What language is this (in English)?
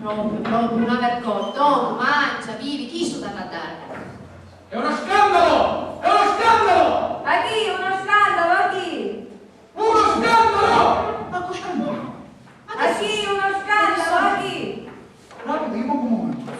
Sicilian